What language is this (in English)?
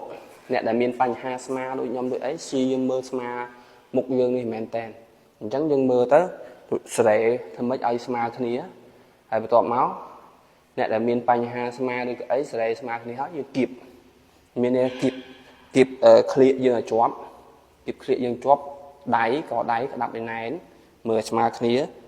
Khmer